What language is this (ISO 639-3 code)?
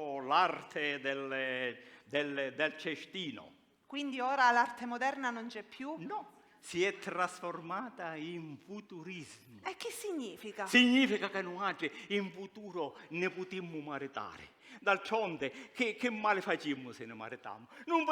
scn